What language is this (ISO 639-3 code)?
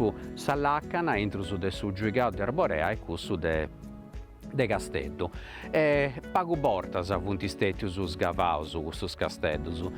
srd